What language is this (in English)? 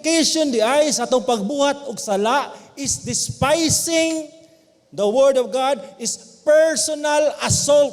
Cebuano